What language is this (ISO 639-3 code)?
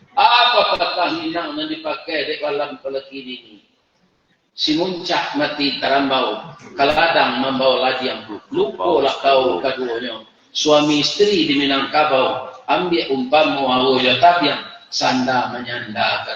min